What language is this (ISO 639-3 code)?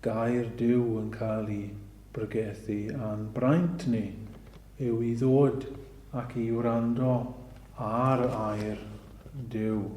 cym